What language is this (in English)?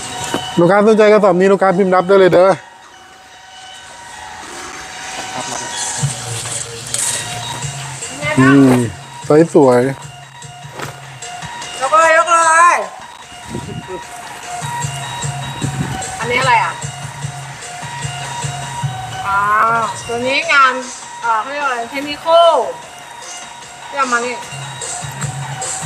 Thai